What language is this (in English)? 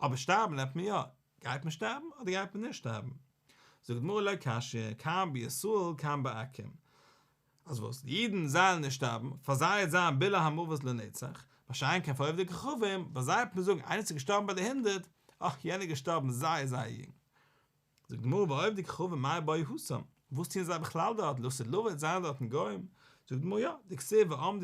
Yiddish